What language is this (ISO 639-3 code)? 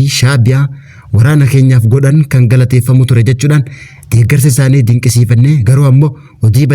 orm